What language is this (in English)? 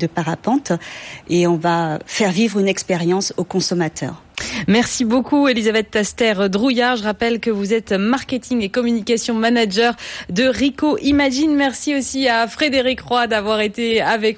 French